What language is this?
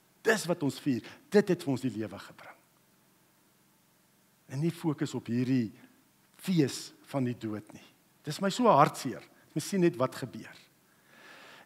Afrikaans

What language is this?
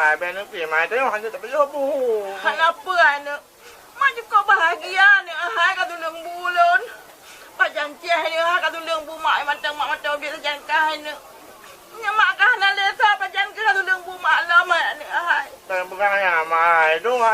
Achinese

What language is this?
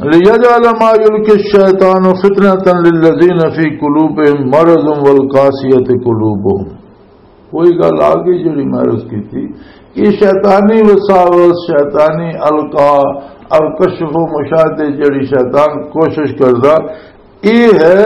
Western Panjabi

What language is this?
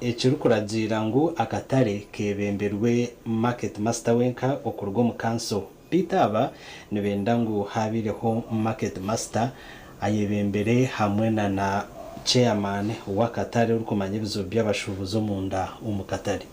Nyankole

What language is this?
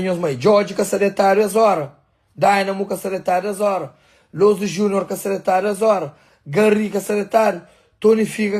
Kabuverdianu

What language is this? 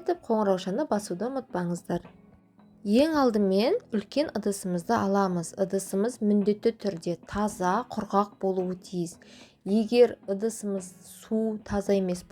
Kazakh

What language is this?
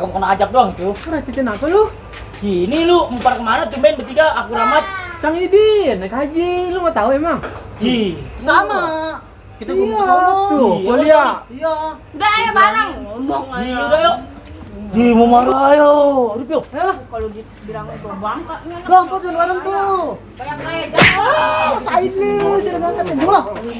Betawi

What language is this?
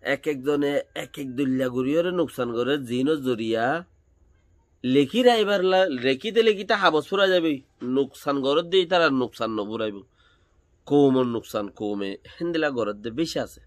Rohingya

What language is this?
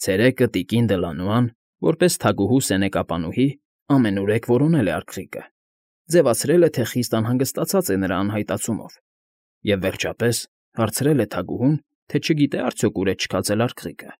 Armenian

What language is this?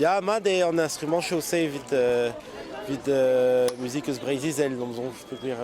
Breton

